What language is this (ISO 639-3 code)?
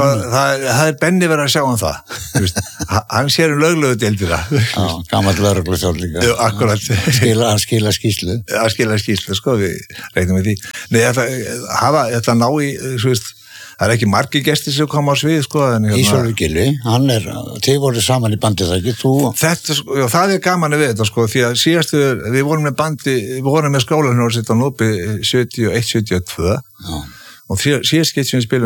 isl